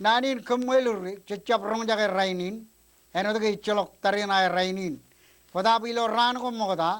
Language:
Marshallese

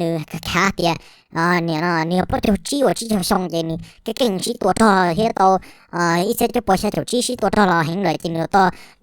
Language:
Hmong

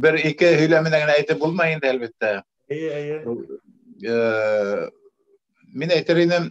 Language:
Bashkir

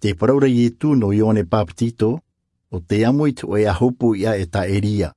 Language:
Tahitian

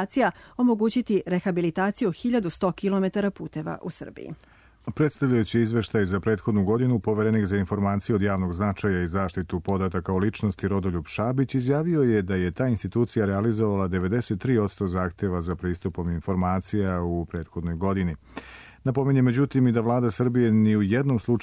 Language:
Serbian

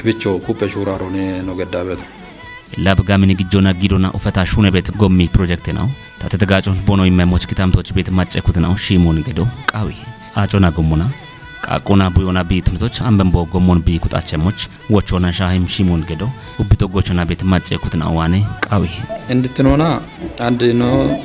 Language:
Kafa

